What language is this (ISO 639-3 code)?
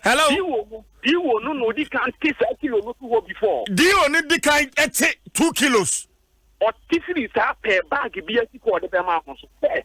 aka